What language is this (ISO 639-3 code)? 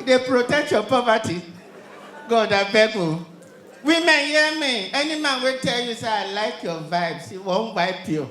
pcm